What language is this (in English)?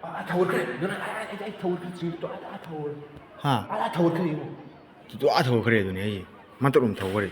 Manipuri